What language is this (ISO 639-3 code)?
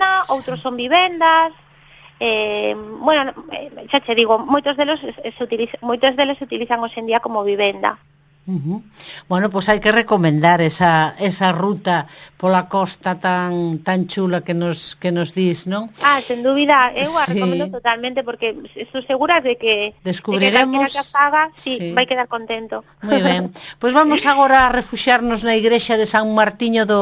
glg